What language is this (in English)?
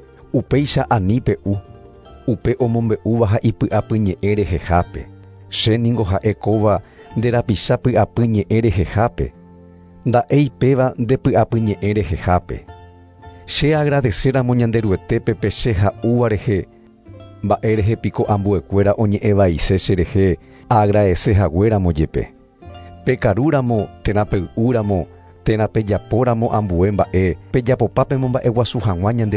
Guarani